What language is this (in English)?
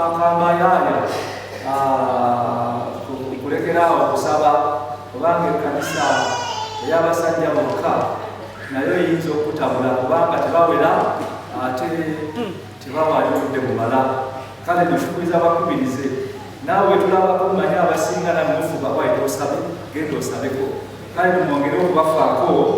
Ganda